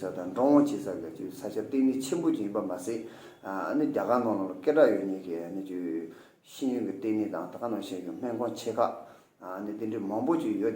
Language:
Tibetan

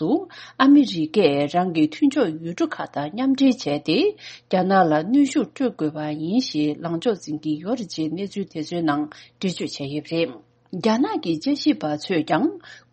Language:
Tibetan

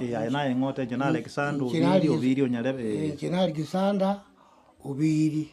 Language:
Gusii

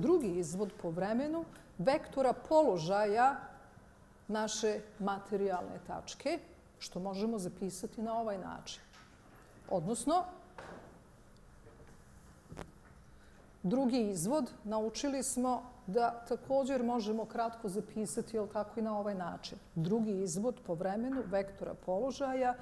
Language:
Bosnian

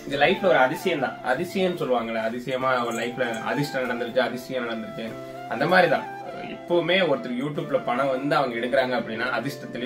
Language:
Tamil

